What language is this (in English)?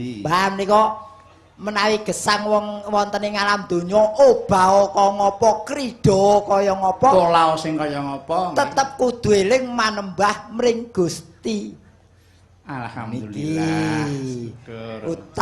Javanese